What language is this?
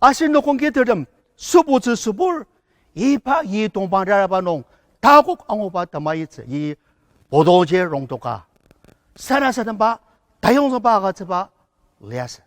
Ao Naga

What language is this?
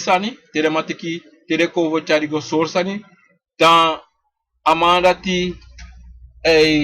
Sranan Tongo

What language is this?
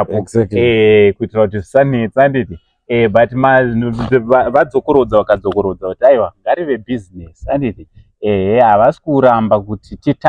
Shona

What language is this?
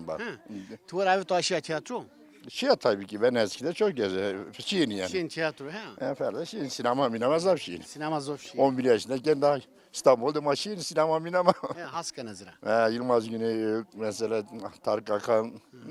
Zaza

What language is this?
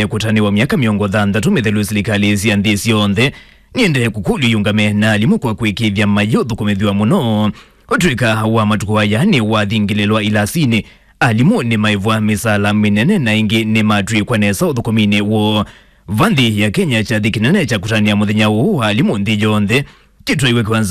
Kamba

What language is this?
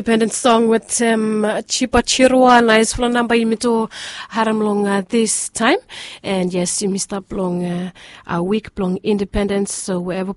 Bislama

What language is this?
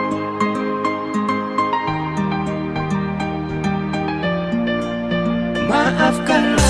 Indonesian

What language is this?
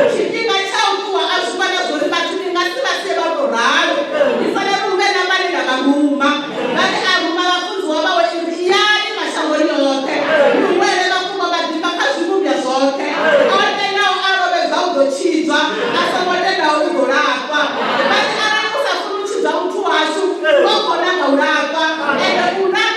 Venda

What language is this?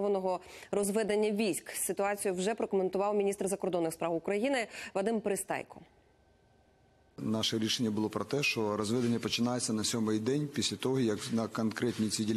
Ukrainian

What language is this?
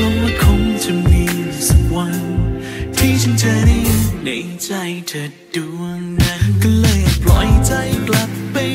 Thai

